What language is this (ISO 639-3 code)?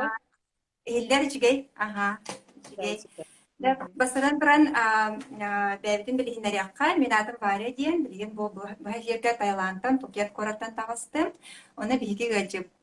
sah